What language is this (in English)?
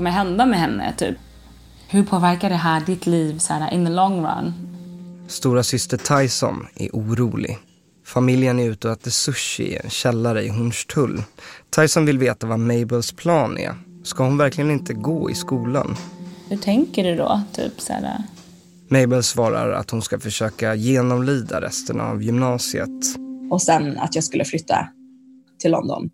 Swedish